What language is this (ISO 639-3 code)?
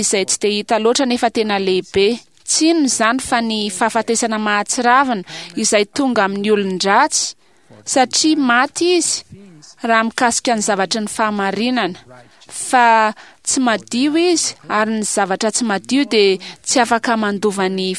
mlg